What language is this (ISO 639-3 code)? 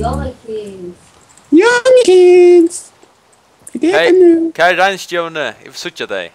fao